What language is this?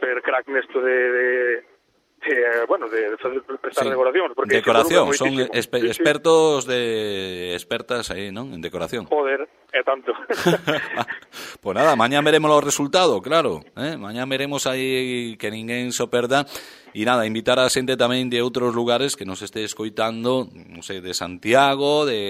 Galician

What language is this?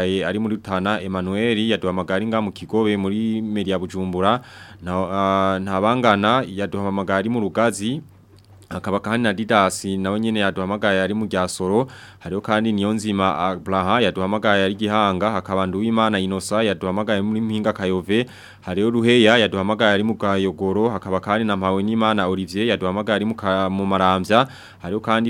Rundi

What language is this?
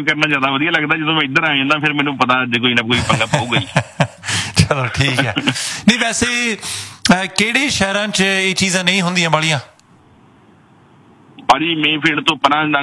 Punjabi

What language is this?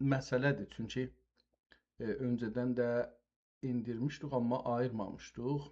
South Azerbaijani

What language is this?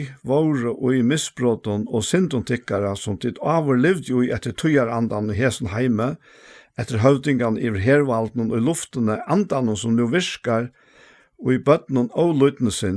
Faroese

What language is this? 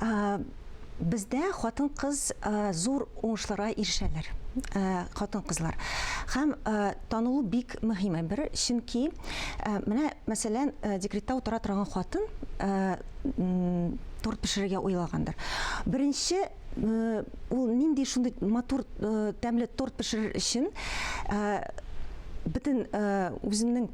Tatar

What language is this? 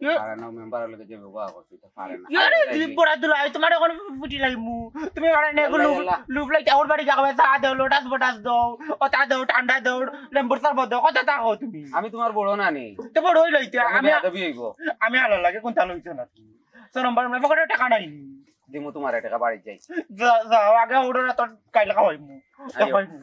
Sylheti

